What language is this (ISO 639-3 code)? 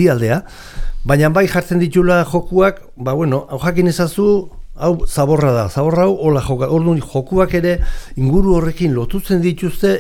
eus